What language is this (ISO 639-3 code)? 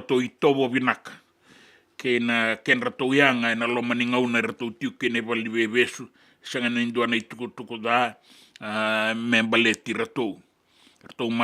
fij